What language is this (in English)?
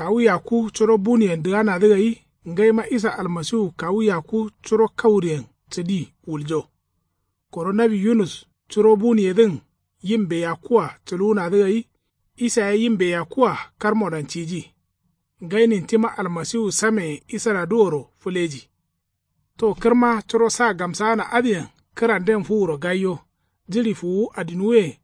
Kanuri